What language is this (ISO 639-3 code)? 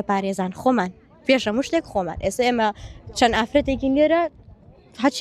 ckb